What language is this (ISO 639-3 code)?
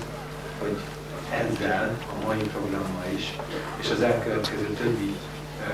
hun